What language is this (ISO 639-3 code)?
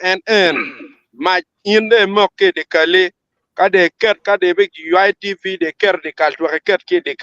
ach